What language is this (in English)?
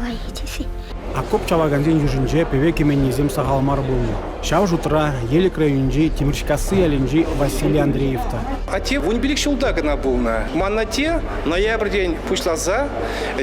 Chuvash